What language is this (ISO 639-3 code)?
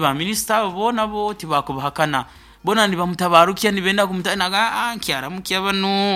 nyo